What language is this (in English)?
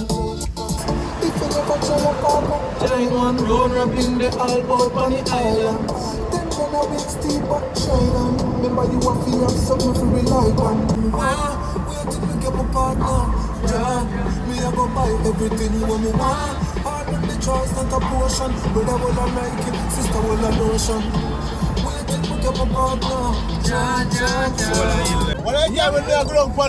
Jamaican Creole English